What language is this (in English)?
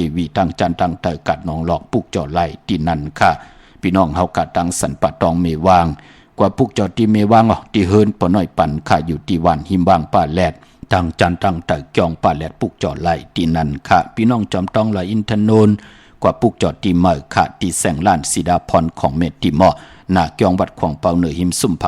Shan